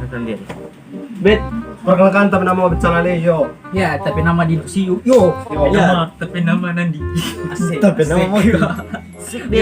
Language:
Manado Malay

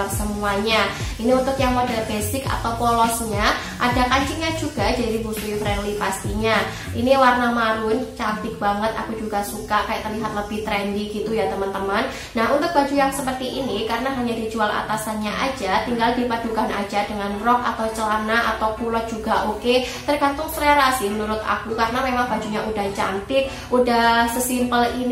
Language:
Indonesian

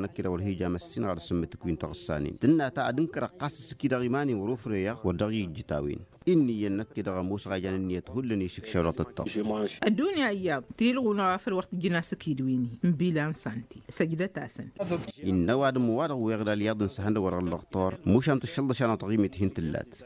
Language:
Tamasheq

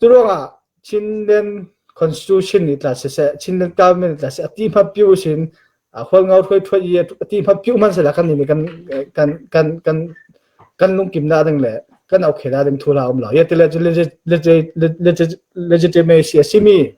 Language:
Falam Chin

